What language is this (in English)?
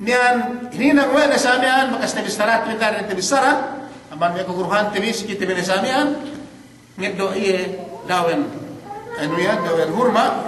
Yakan